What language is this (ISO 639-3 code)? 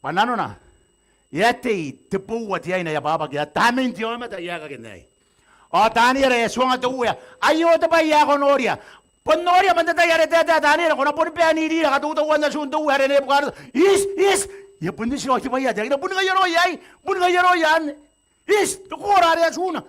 gil